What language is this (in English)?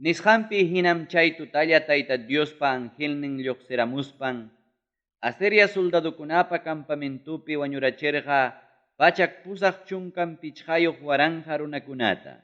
Ayacucho Quechua